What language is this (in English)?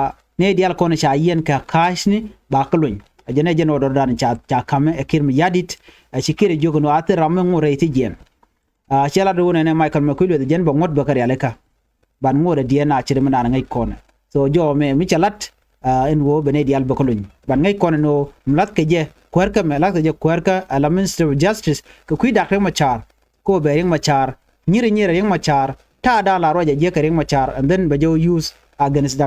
Nuer